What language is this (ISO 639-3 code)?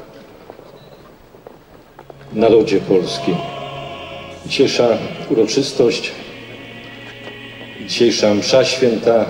pol